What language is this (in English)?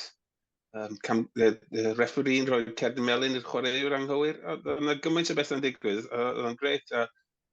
Welsh